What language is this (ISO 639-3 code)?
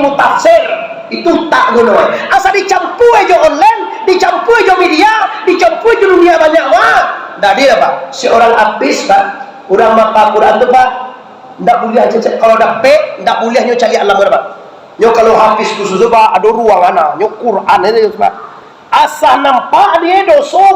min